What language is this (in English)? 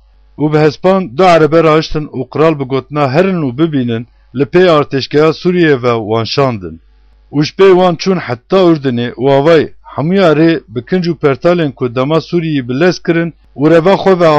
Kurdish